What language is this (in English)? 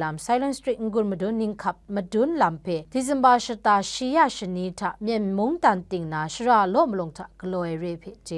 Kachin